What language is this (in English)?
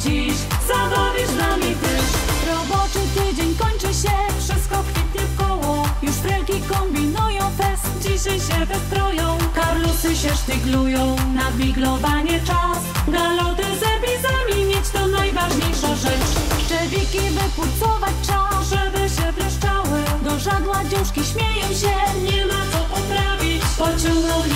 Polish